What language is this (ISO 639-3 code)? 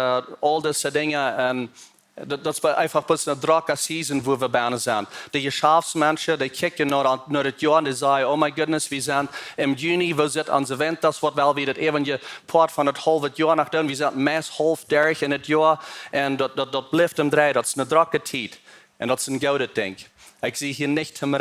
pdt